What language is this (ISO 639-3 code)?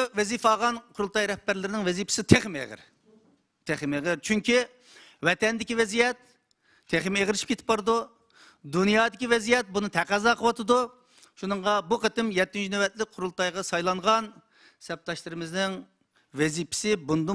uig